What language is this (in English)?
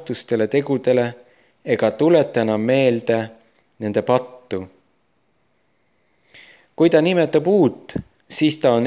Estonian